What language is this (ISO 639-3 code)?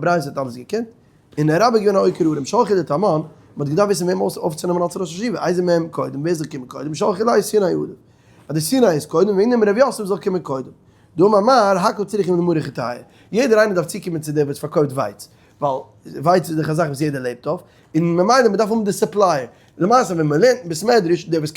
yid